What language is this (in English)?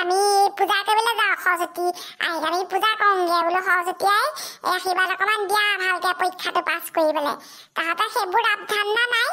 Assamese